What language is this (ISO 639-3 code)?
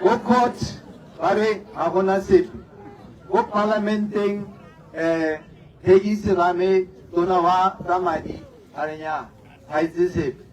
tsn